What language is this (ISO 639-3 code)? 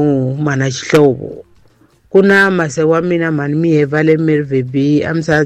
tso